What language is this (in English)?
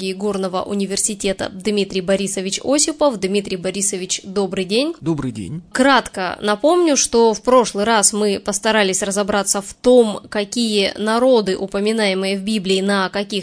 Russian